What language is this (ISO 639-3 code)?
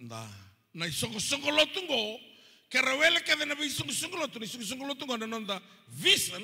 fij